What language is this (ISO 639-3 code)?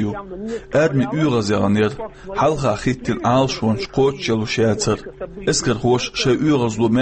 che